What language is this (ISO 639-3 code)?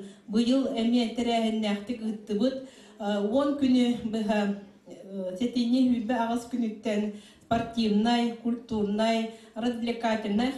sah